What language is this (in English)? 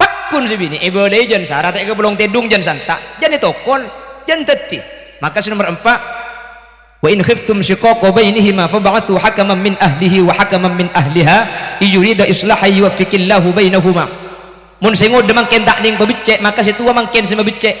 Madurese